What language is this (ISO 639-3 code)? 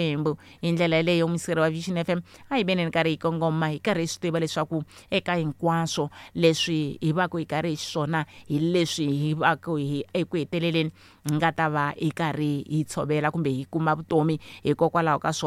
tso